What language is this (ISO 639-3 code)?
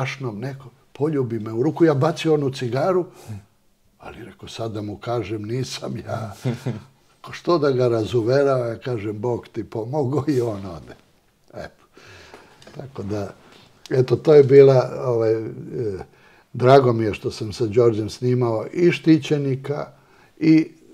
srp